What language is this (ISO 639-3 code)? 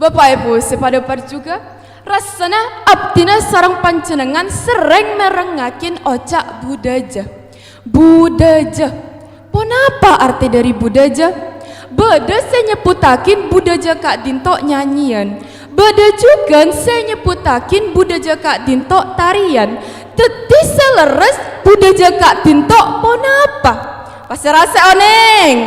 mad